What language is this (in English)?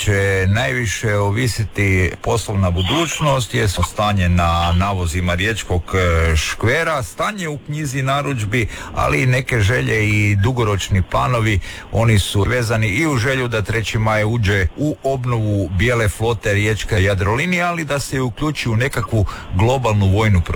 Croatian